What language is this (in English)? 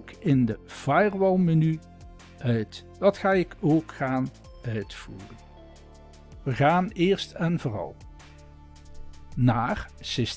Dutch